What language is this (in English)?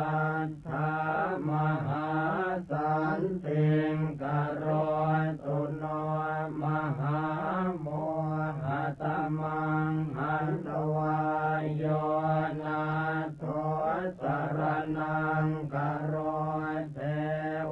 Pali